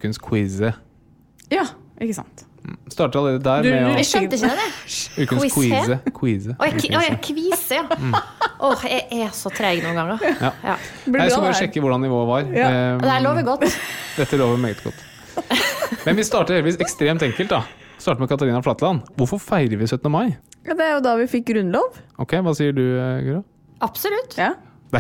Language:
Norwegian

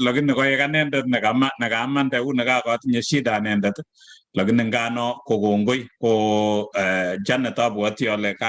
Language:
Kalenjin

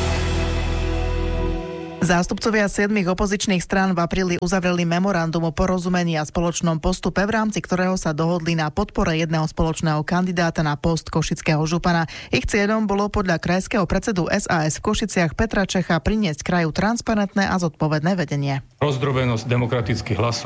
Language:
Slovak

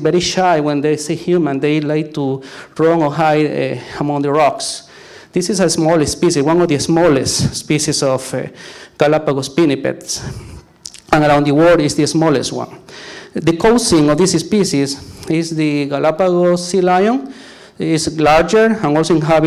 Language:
English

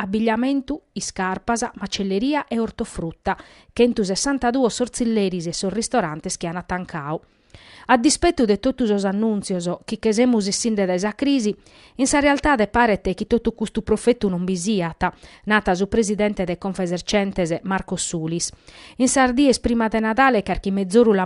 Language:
Sardinian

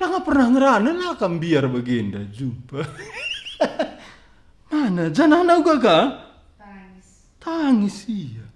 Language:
Batak Karo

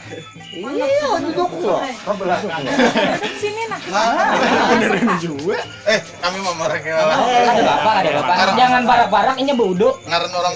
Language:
Banjar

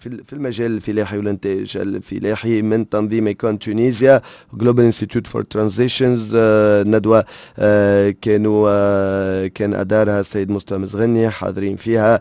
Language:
Tunisian Arabic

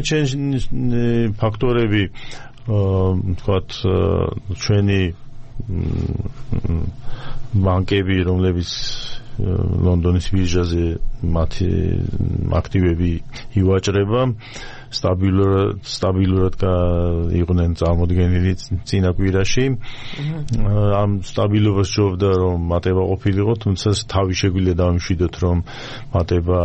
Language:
Georgian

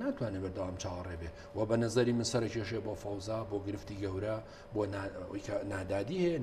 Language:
Central Kurdish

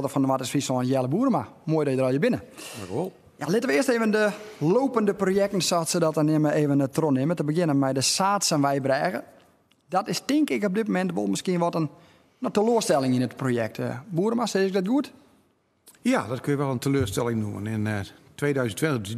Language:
Western Frisian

